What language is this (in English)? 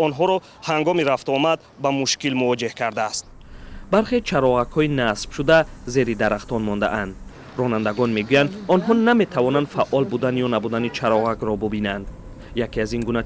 Tajik